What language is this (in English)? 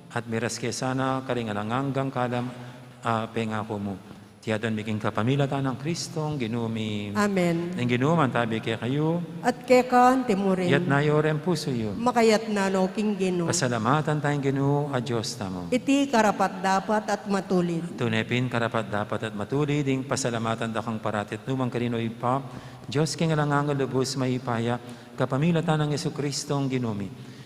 Pampanga